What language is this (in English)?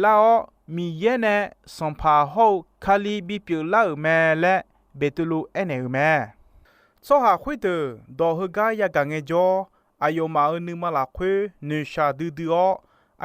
Akha